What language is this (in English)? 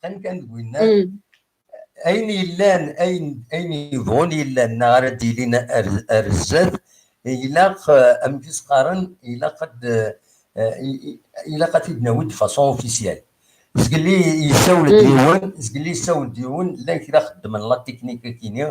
Kabyle